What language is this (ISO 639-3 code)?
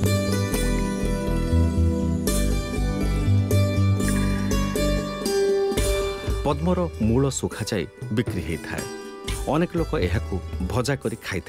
ori